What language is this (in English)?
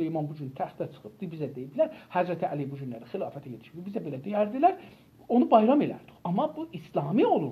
South Azerbaijani